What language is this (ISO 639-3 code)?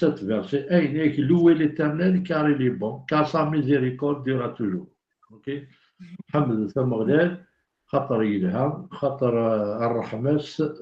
kab